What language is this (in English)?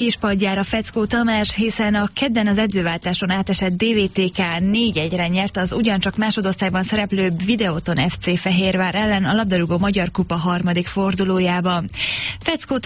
Hungarian